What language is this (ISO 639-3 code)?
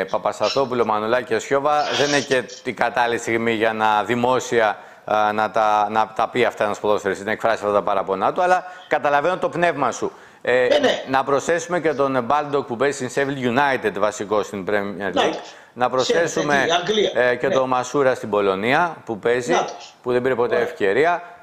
ell